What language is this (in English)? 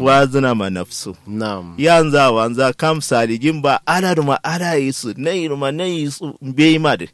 Kanuri